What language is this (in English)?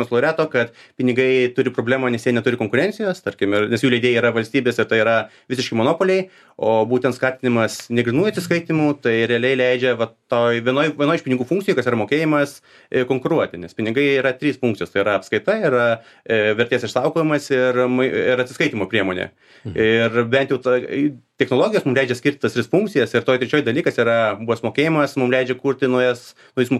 Lithuanian